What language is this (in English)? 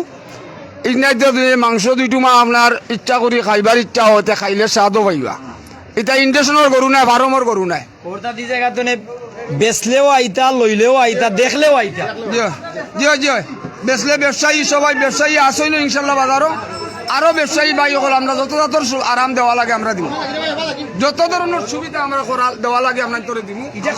Sylheti